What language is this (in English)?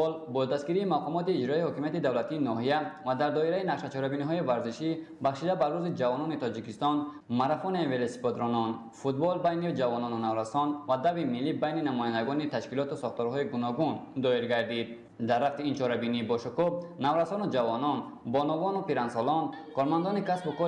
Tajik